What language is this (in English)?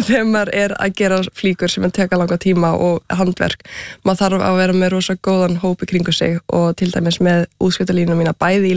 Icelandic